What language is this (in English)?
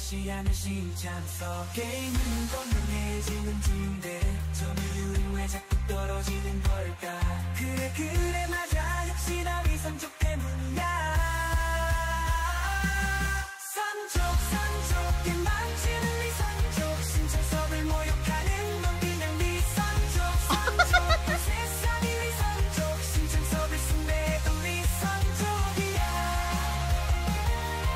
Korean